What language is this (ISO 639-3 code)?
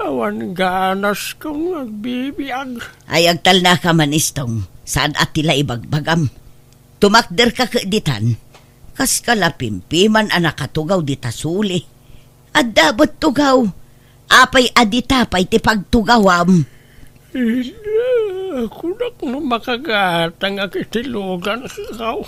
ilo